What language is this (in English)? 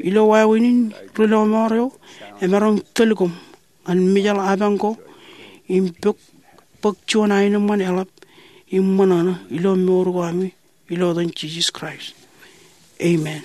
Marshallese